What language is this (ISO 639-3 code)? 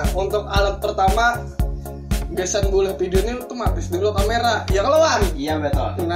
bjn